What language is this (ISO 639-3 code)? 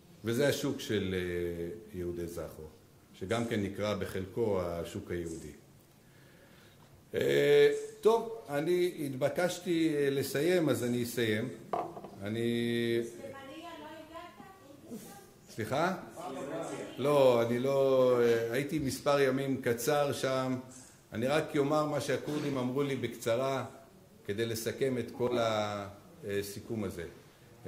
heb